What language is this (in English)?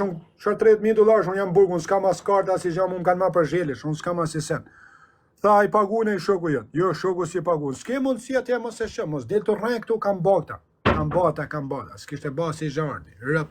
Albanian